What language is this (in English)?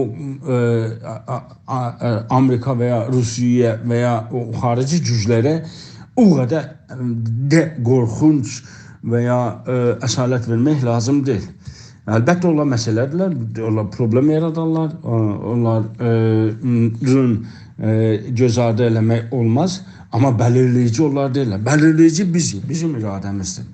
South Azerbaijani